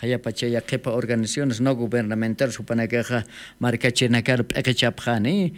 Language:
Aymara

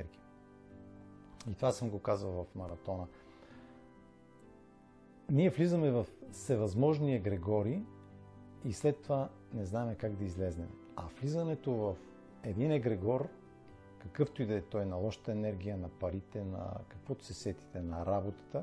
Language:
Bulgarian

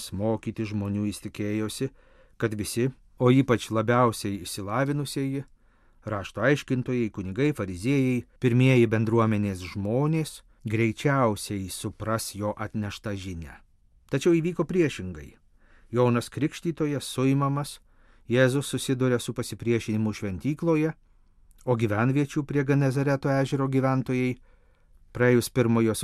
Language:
Lithuanian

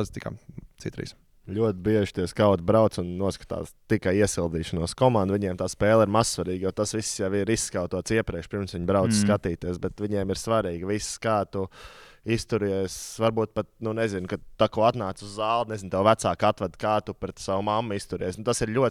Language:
Latvian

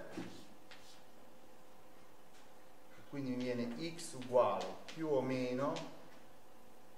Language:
Italian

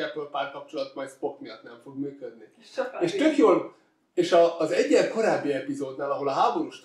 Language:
Hungarian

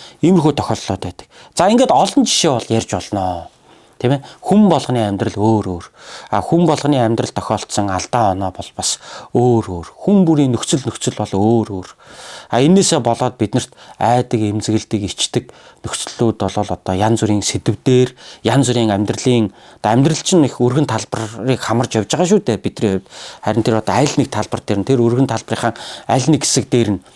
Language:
Mongolian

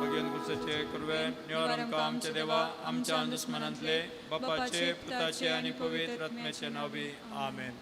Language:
Konkani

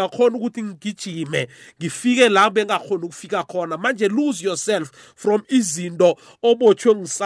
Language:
South Ndebele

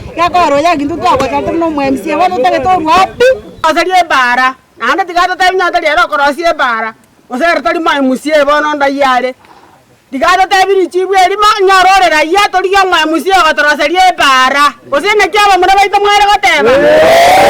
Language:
Gusii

